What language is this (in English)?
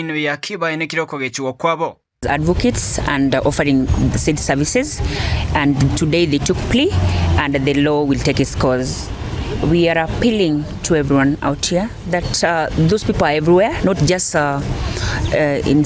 Gusii